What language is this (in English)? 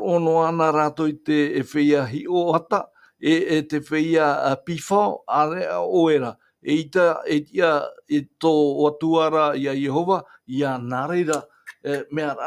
Tahitian